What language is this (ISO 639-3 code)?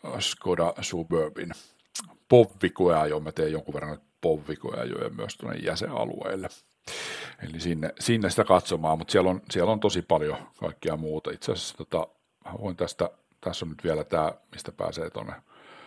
fin